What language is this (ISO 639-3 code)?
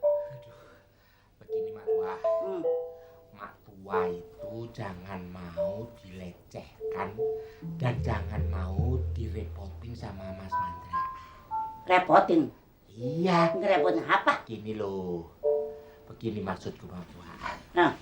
bew